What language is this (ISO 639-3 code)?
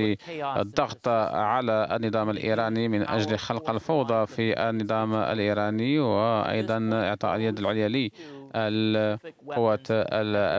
ara